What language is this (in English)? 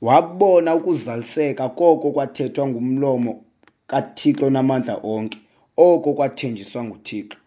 Xhosa